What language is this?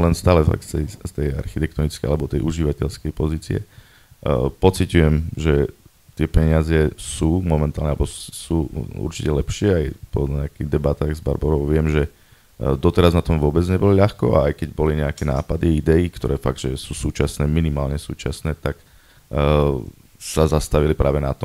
Slovak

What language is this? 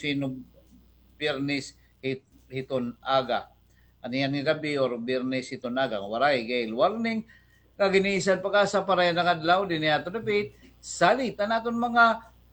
Waray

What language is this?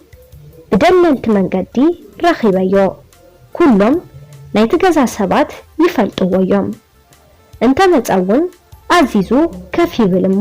Tigrinya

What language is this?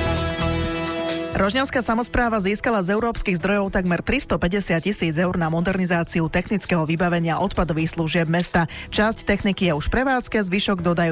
Slovak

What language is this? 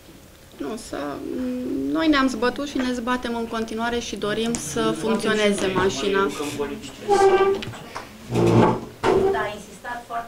Romanian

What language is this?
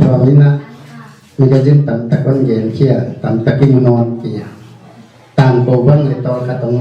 Paite Chin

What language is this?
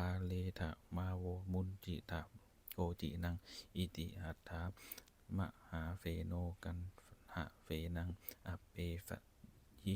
Pali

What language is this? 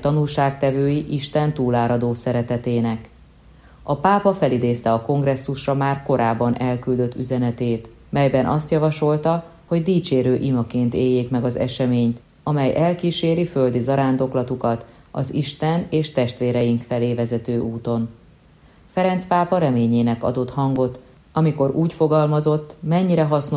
Hungarian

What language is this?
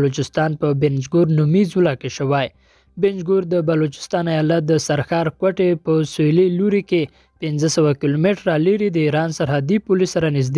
Pashto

